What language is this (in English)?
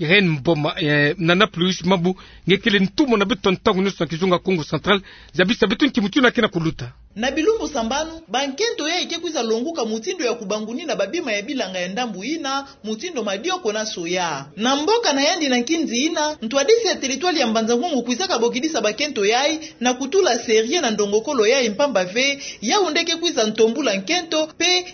Kituba (Democratic Republic of Congo)